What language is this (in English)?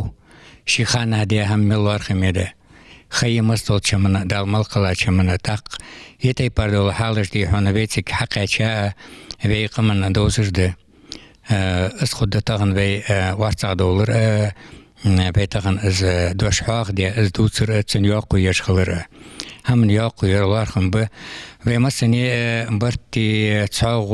Ingush